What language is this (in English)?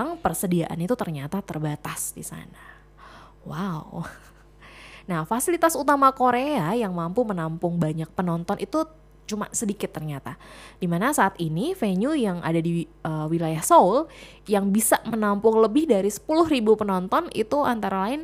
Indonesian